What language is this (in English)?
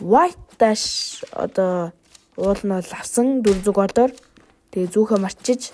Mongolian